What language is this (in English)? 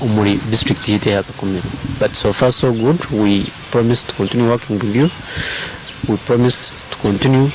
Nyankole